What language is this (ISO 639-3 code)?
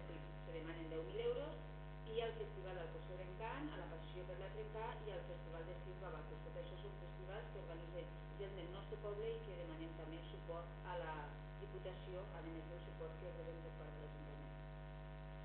cat